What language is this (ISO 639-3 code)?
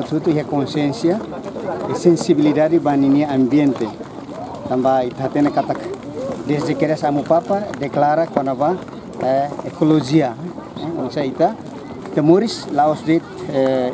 tet